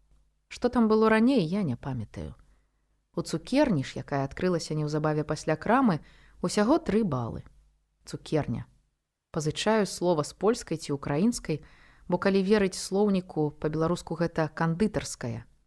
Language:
Belarusian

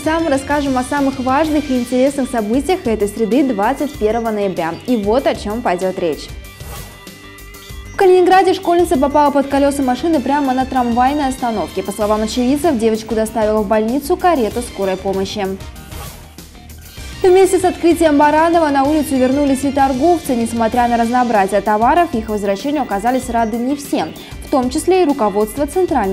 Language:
Russian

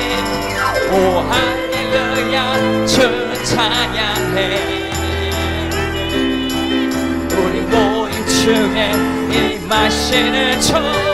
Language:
Korean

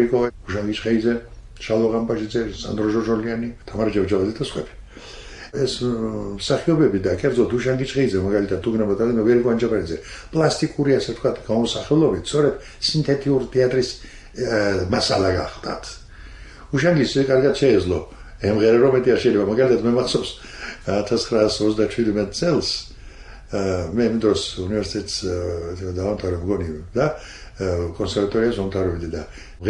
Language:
Georgian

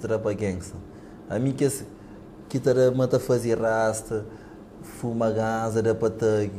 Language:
Kabuverdianu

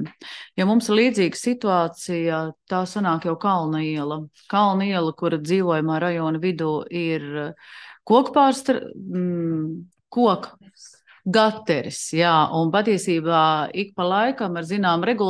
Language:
Latvian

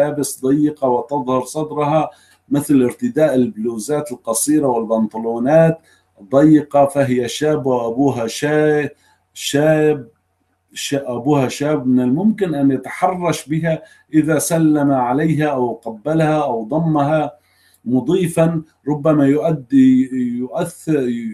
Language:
Arabic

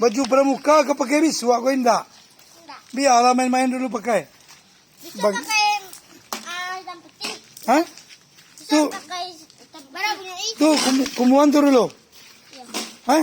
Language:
Minangkabau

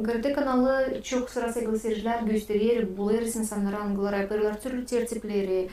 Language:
Gagauz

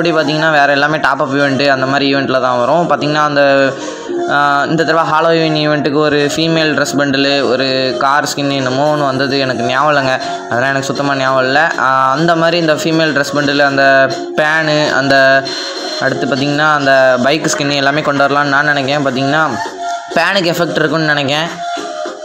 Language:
Tamil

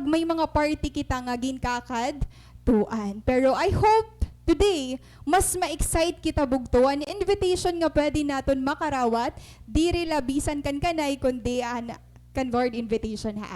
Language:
Waray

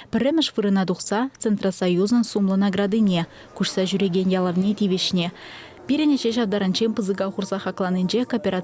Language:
Chuvash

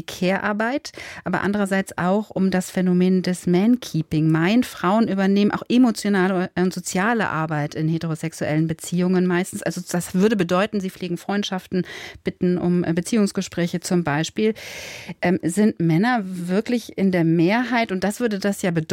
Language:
German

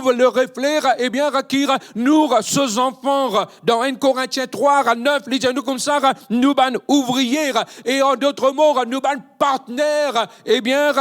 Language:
Morisyen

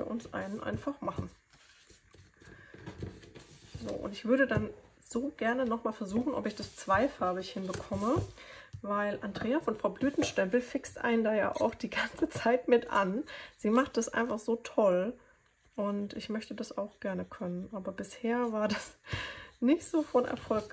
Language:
German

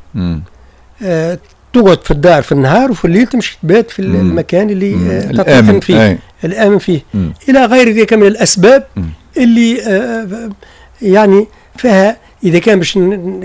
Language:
Tunisian Arabic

